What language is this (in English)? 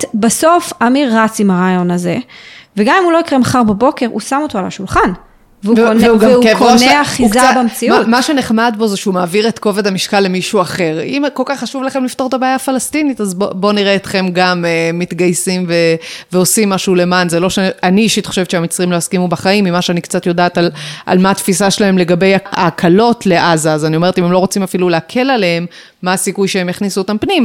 Hebrew